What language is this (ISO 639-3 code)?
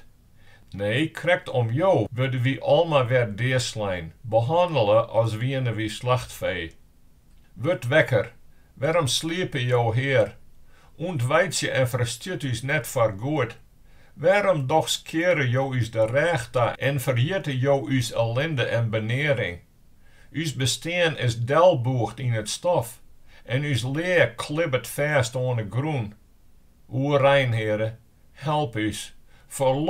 fry